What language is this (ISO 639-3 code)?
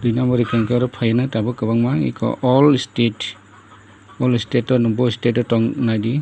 trp